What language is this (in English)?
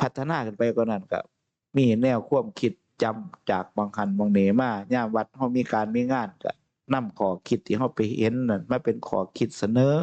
Northeastern Thai